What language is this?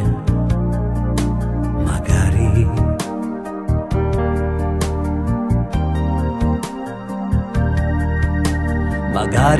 Italian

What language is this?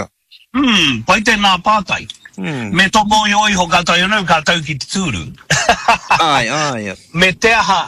Māori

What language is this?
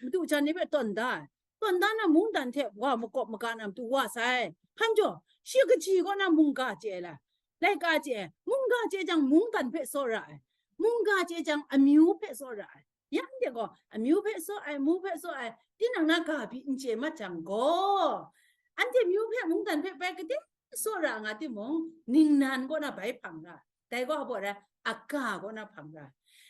Kachin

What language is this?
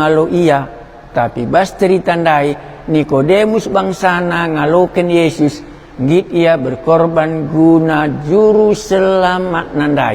Batak Karo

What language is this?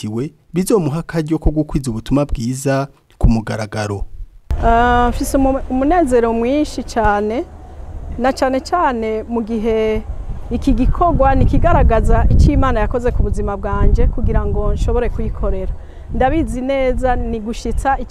Rundi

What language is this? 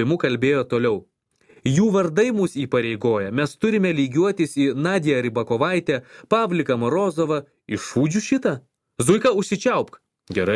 Lithuanian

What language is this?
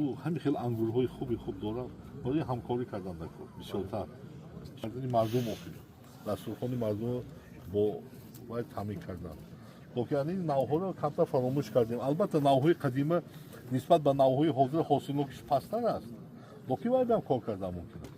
Tajik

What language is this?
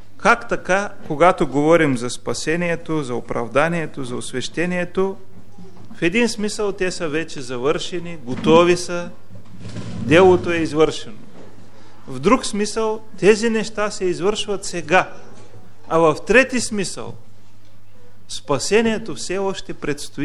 Bulgarian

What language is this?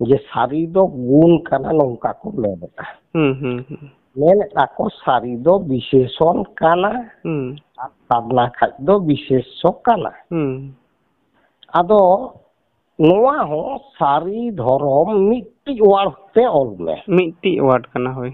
Santali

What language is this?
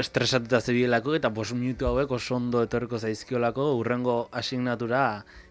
Basque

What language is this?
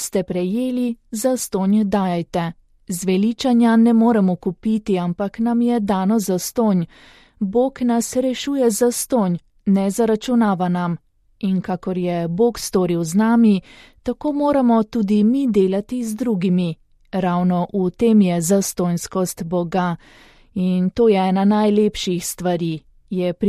Slovenian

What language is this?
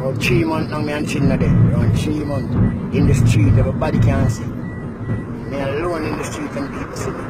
Jamaican Creole English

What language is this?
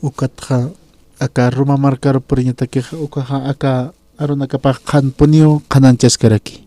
Aymara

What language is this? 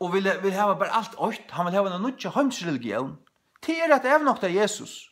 Faroese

